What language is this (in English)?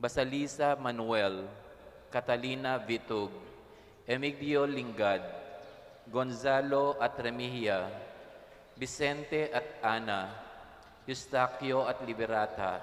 Pampanga